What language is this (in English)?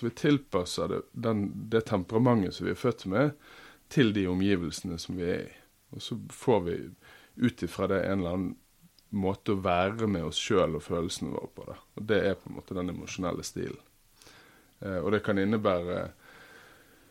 Norwegian